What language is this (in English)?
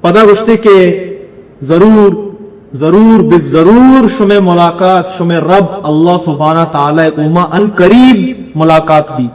Baluchi